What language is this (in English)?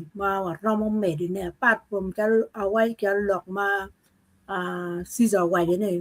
Acoli